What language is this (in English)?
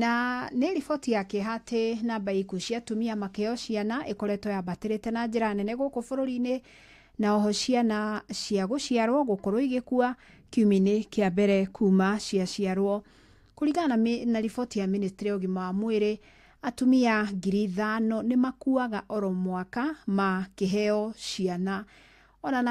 Kikuyu